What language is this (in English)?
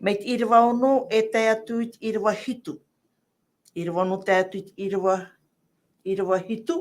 Tahitian